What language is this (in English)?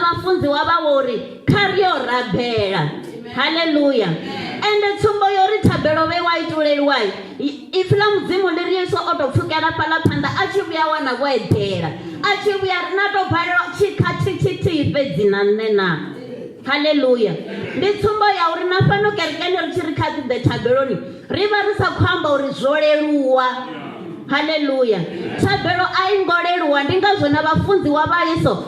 Venda